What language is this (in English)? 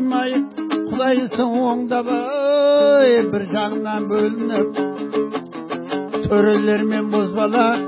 Kazakh